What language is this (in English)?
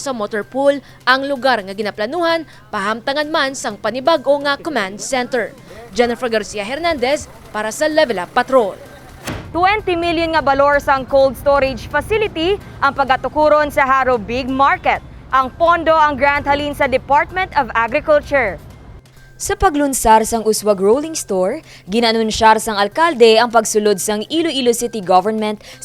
Hiligaynon